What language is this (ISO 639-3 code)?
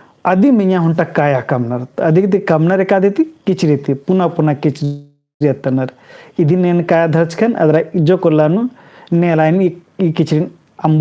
kru